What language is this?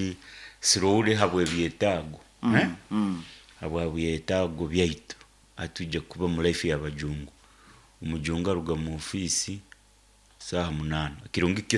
Nyoro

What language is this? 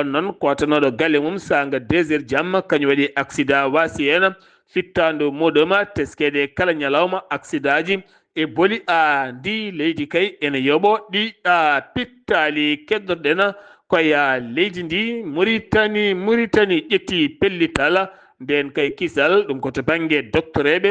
Fula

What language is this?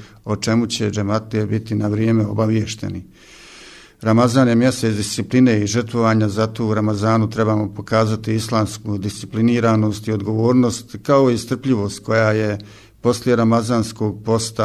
Bosnian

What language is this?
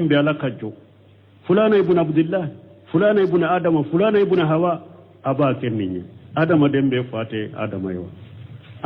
Bambara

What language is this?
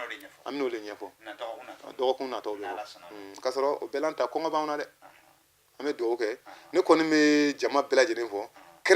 Bambara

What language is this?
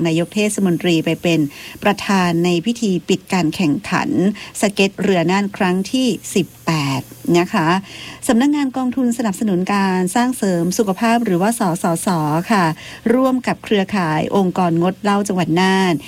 Thai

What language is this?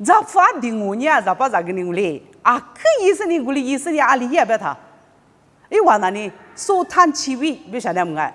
Lisu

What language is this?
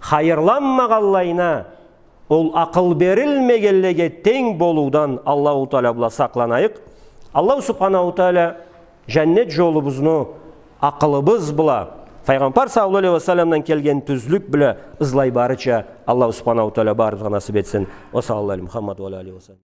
Karachay-Balkar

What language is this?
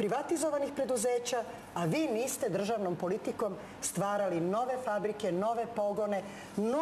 Serbian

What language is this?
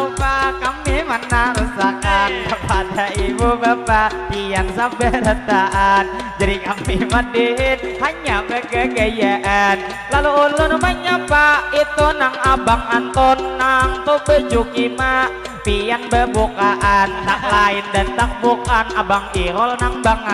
Banjar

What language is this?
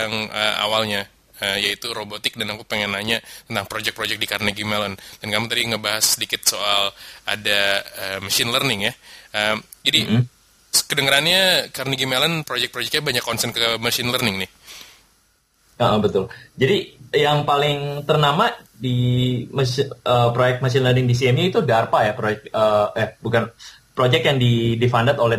Indonesian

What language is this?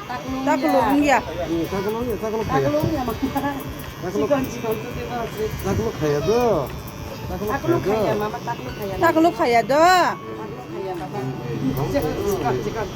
Kok Borok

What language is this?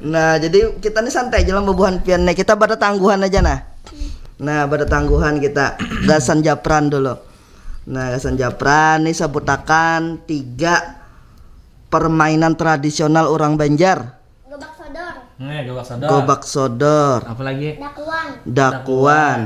Banjar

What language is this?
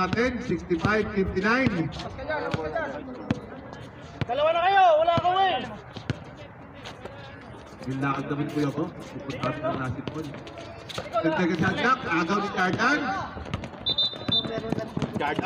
Filipino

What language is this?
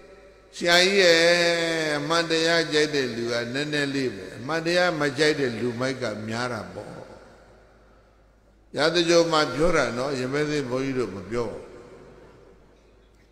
Burmese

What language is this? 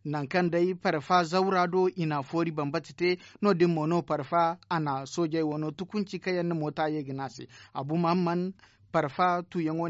Zarma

